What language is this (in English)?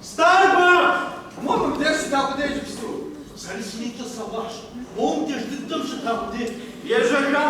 Kabardian